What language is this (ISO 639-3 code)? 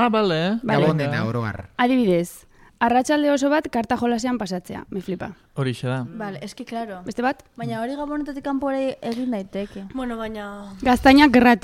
eus